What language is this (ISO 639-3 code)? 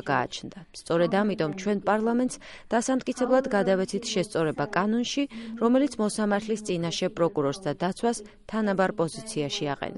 kat